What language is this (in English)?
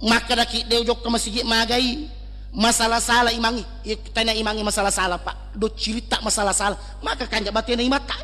Buginese